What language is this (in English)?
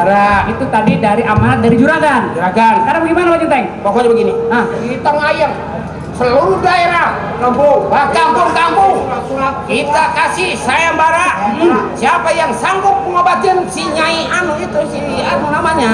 Betawi